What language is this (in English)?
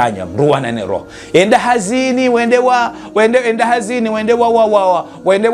Ngazidja Comorian